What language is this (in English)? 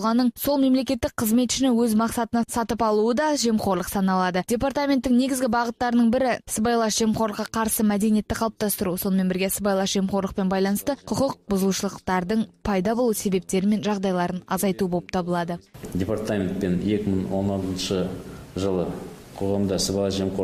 Kazakh